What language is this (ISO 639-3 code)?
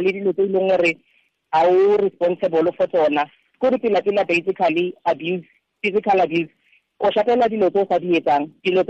tsn